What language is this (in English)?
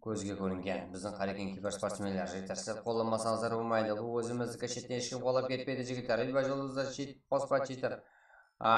Kara-Kalpak